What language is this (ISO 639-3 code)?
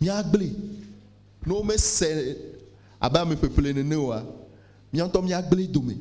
ewe